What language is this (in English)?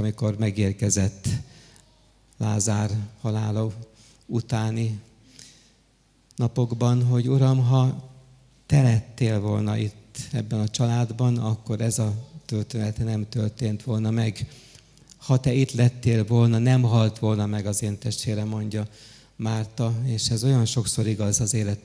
Hungarian